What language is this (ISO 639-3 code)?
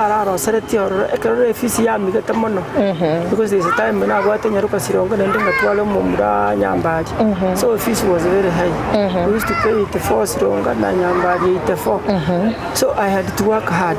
guz